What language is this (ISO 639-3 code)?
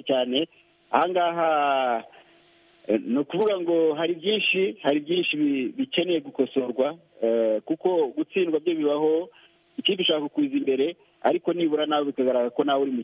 kin